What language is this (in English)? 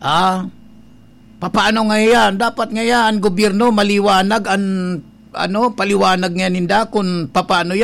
Bikol